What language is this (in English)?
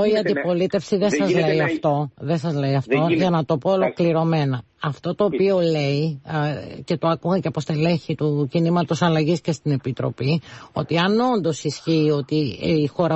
Greek